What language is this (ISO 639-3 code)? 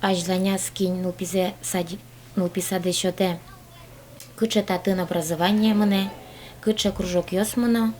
udm